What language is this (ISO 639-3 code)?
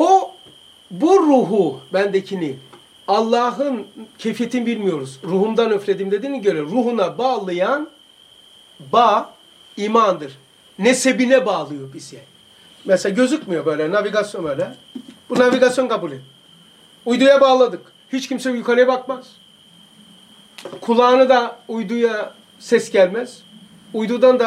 tur